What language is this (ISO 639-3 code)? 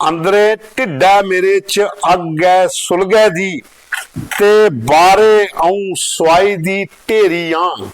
doi